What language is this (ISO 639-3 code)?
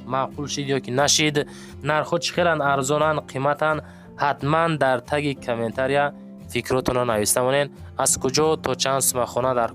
tgk